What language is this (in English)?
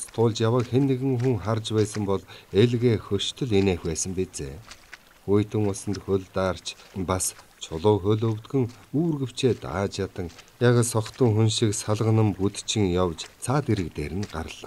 Mongolian